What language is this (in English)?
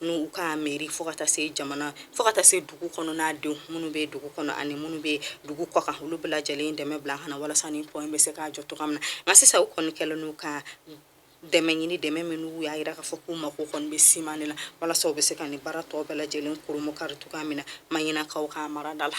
Bambara